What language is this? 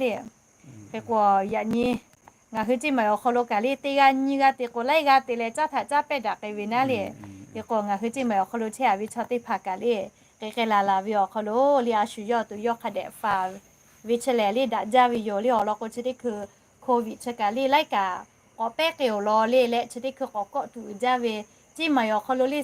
Lahu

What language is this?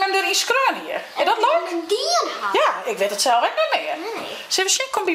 Western Frisian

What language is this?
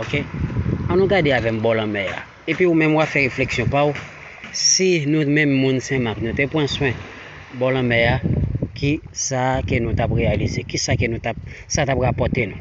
Haitian Creole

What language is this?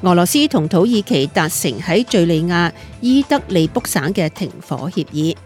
Cantonese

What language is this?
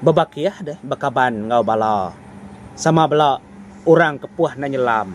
Iban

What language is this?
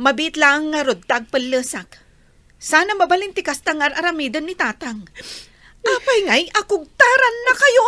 Iloko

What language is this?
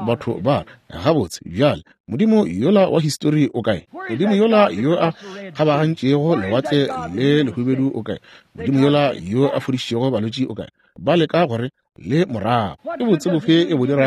Northern Sotho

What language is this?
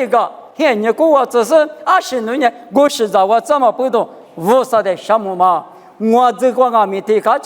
Lisu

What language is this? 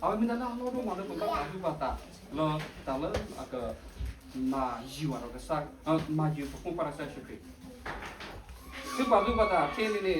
S'gaw Karen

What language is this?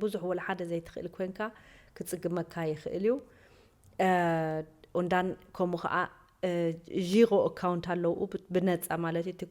Tigrinya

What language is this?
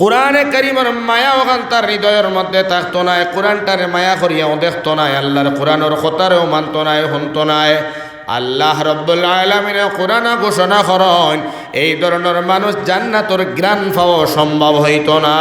Sylheti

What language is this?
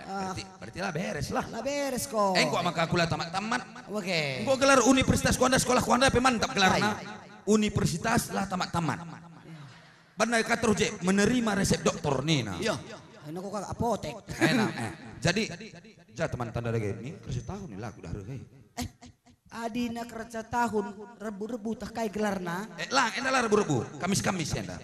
Batak Karo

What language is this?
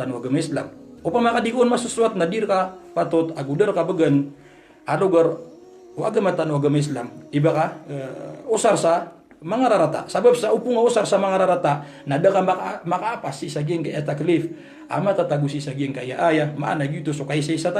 Maranao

